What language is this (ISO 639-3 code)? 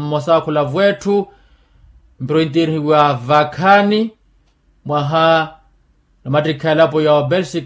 vmw